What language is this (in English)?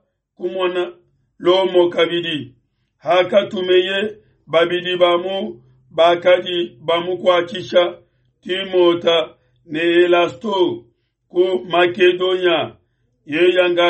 Luba-Lulua